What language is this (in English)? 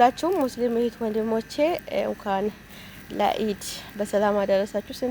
Amharic